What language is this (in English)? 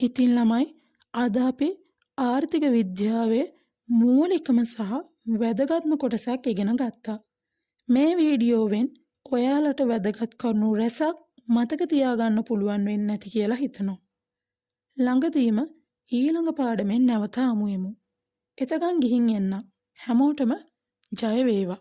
Sinhala